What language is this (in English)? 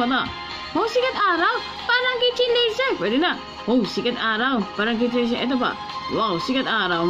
Filipino